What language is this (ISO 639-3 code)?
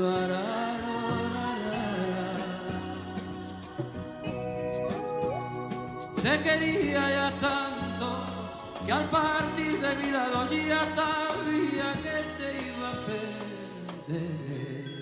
spa